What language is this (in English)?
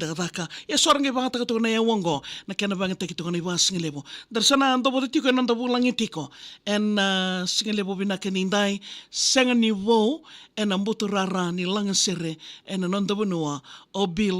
Fijian